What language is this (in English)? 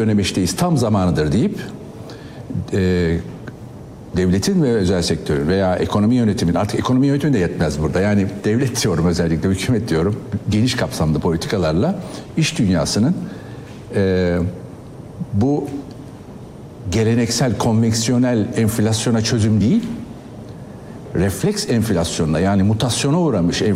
Turkish